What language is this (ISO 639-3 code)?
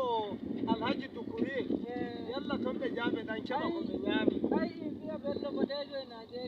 fuv